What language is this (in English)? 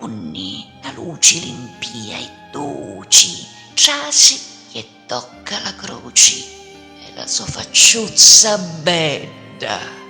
Sicilian